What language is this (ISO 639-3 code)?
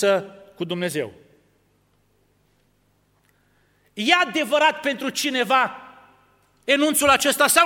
ron